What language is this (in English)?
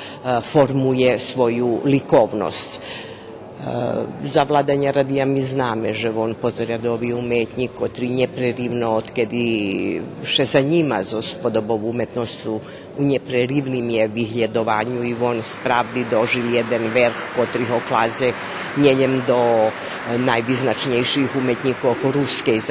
Rusyn